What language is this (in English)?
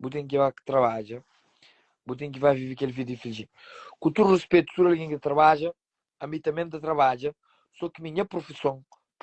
Kabuverdianu